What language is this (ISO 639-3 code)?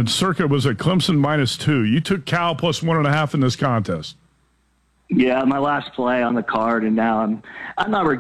eng